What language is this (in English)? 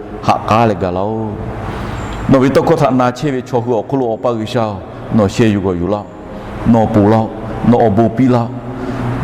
Lahu